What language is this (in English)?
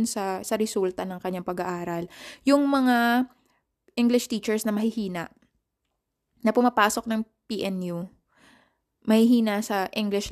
Filipino